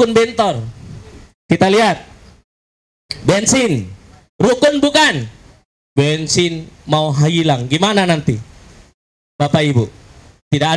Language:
Indonesian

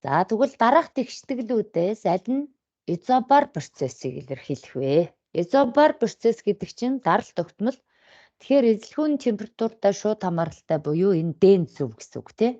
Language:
Mongolian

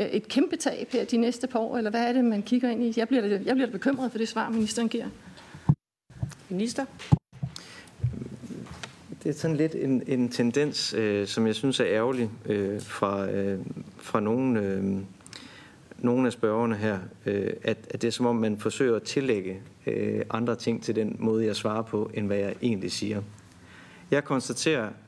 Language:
Danish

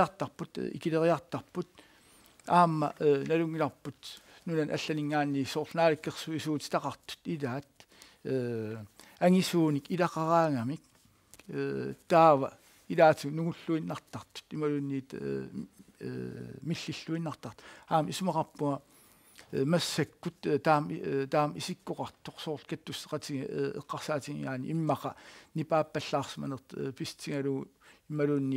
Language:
Kalaallisut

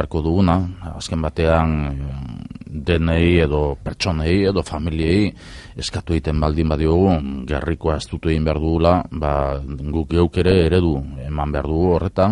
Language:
Basque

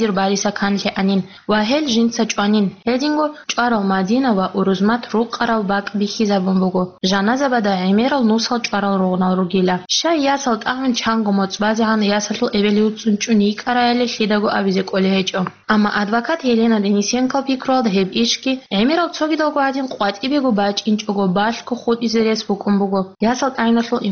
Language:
Avaric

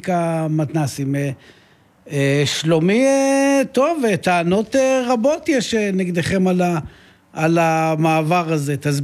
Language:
Hebrew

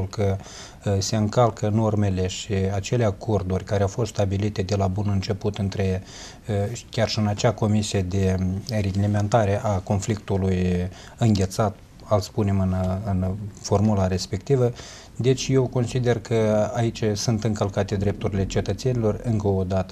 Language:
Romanian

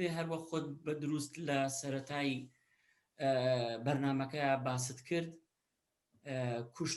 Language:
Central Kurdish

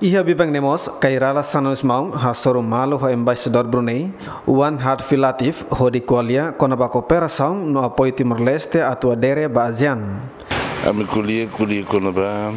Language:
Tetum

